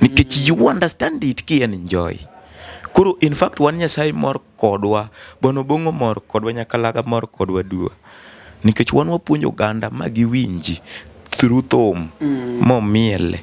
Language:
Luo (Kenya and Tanzania)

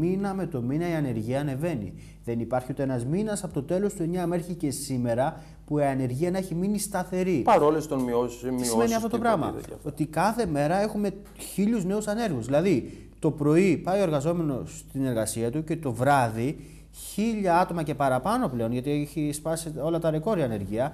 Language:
Greek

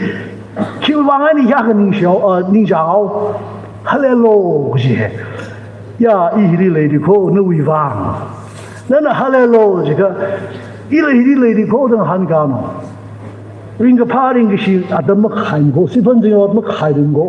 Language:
Tangkhul Naga (India)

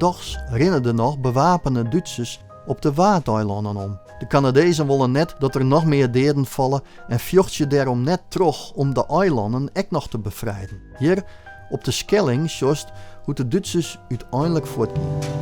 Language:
Western Frisian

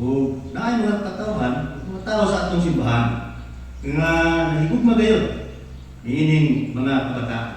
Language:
Cebuano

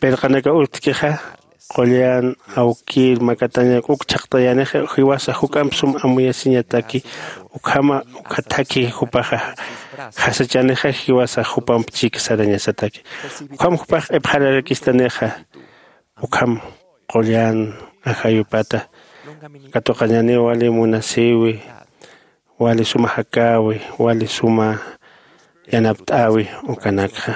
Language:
Aymara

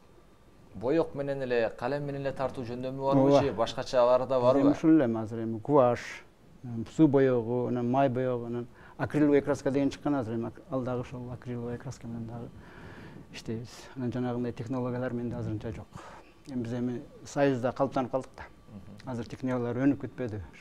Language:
Kyrgyz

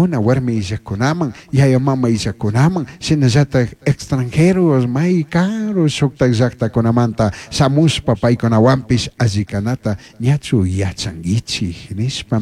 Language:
Chimborazo Highland Quichua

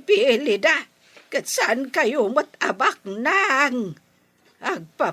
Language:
Iloko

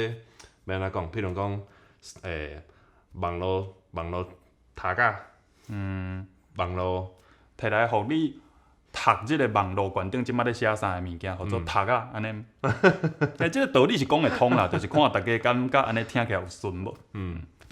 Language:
Min Nan Chinese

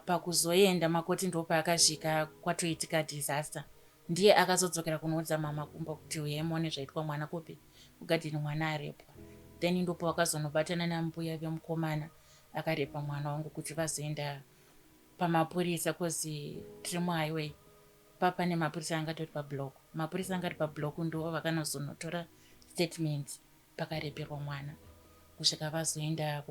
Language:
Shona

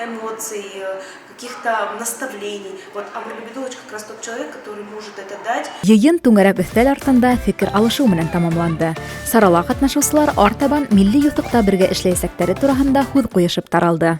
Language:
Bashkir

